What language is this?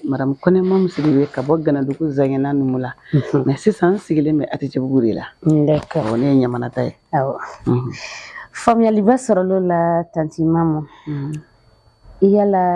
Bambara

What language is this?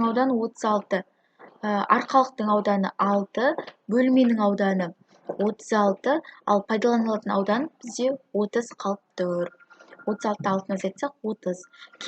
Kazakh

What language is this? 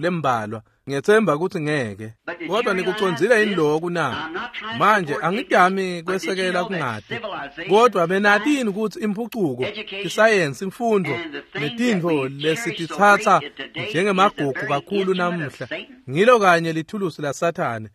Swati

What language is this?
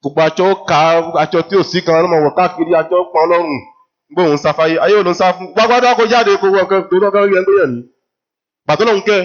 Yoruba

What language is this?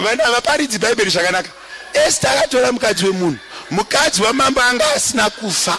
Shona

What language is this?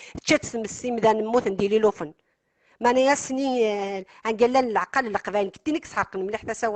Kabyle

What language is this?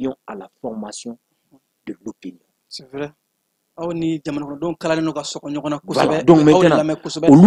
Bambara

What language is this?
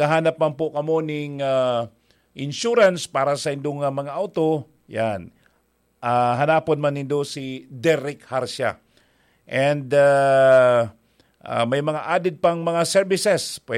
Bikol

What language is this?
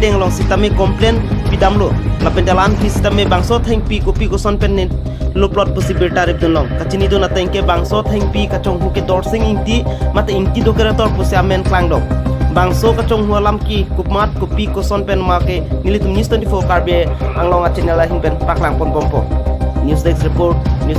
Karbi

